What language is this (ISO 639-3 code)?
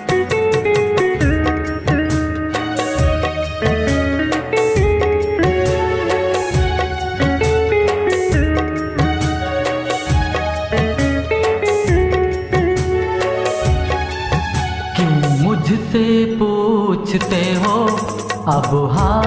bgc